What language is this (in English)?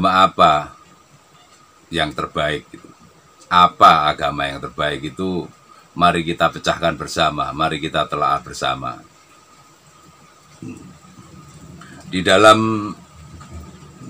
Indonesian